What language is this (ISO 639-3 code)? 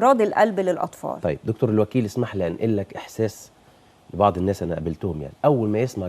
arz